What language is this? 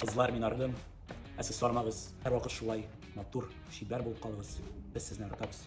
Tatar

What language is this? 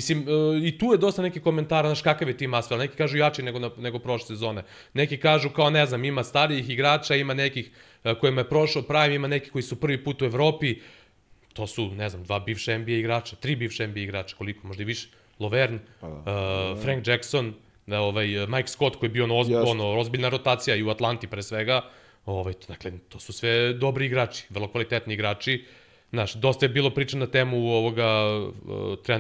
Serbian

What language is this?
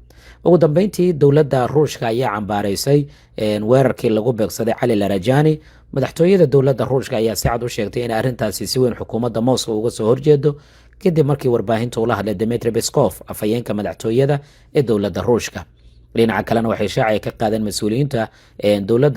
Somali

